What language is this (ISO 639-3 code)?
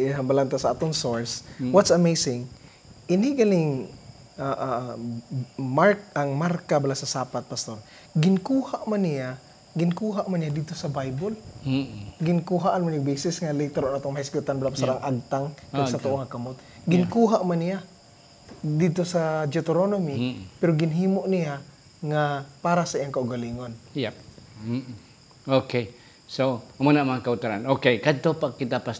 hil